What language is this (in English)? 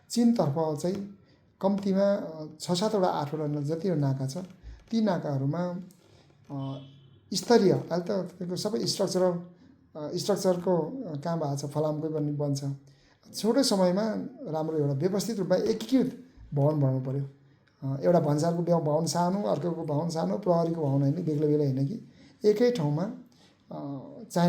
Nepali